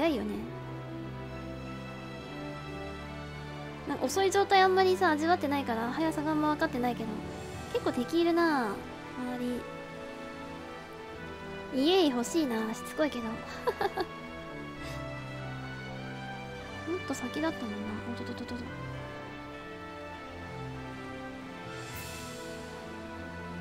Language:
Japanese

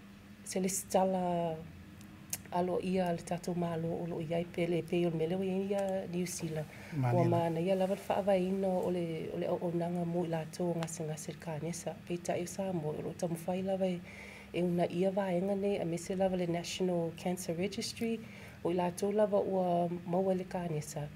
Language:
Samoan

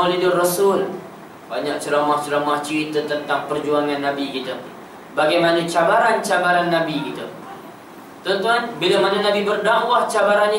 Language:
Malay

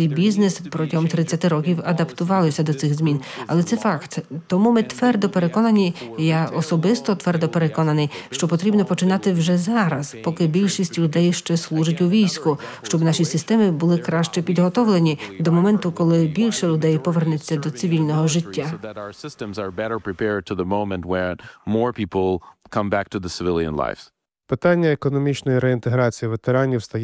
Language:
Ukrainian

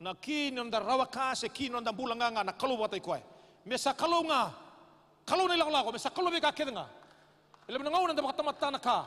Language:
Fijian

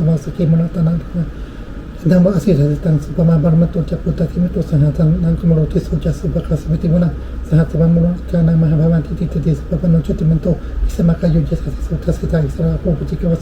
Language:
Pali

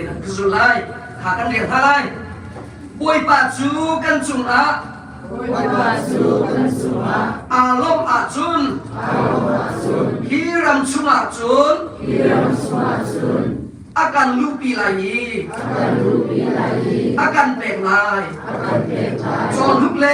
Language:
Hakha Chin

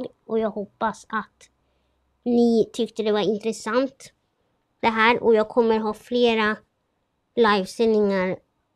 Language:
Swedish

